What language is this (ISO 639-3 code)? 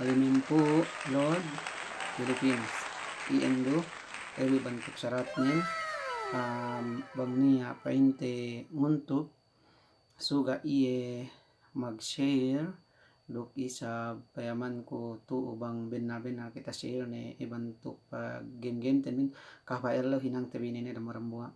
yka